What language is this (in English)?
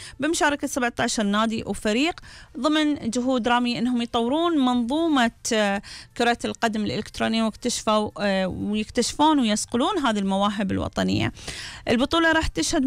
Gulf Arabic